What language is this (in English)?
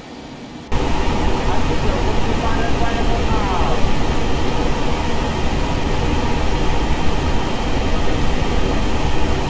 Portuguese